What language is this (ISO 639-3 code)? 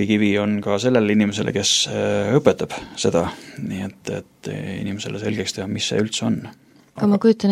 est